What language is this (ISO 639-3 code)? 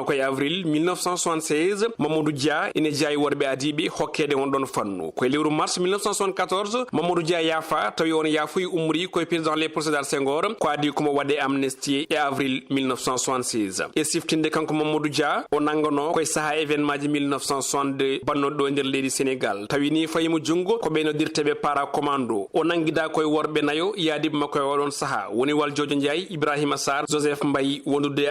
ful